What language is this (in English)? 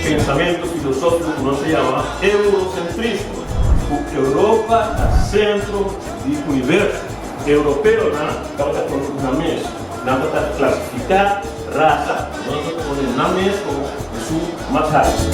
Papiamento